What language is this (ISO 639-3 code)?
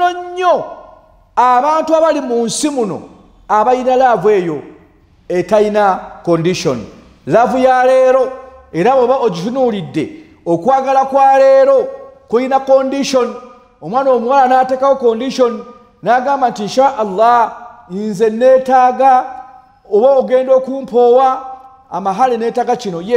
lug